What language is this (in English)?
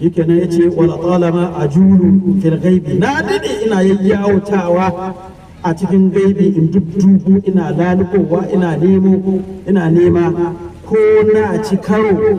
Hausa